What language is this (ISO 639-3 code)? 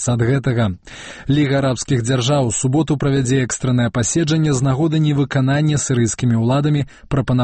bel